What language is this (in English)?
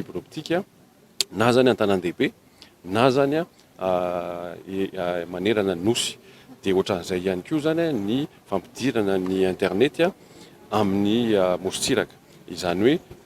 Malagasy